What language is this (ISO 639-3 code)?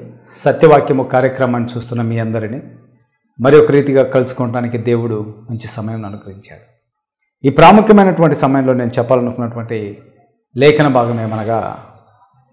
tel